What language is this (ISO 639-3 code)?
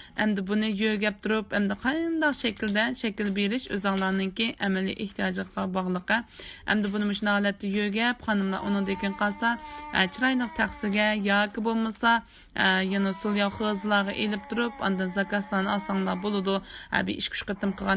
uig